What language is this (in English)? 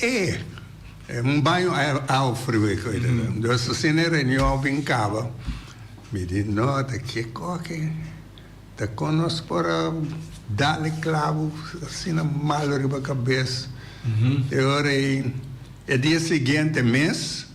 Papiamento